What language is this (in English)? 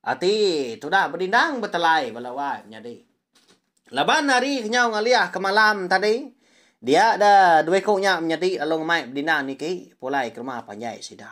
Iban